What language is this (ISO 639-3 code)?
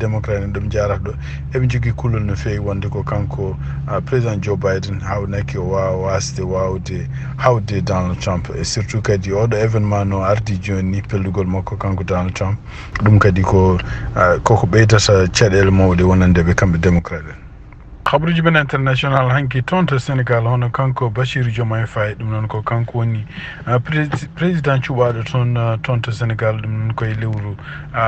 ful